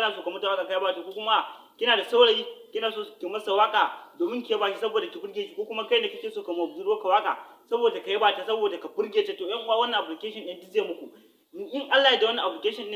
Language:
Hausa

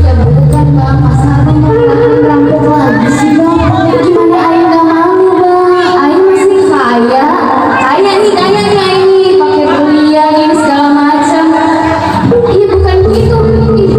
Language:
Betawi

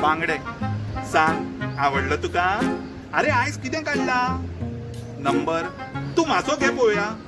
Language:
Konkani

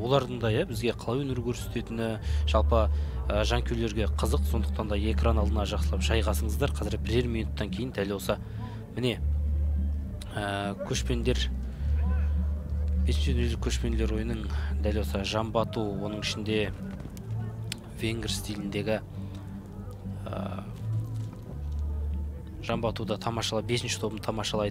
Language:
Kazakh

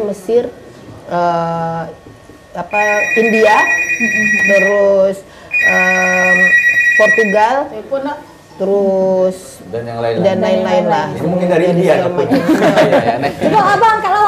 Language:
Musi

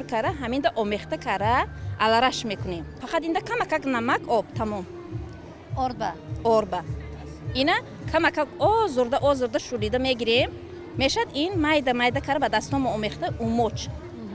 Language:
Tajik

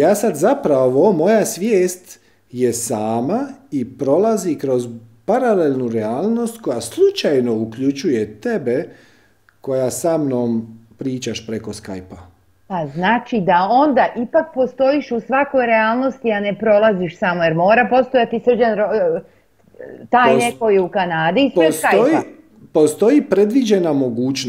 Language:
Croatian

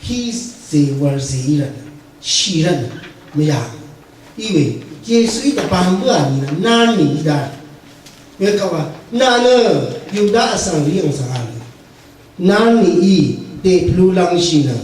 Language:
Rawang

